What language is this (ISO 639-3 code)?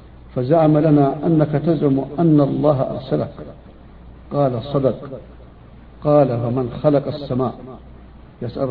ara